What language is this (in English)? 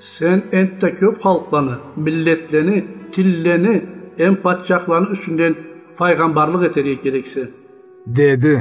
Karachay-Balkar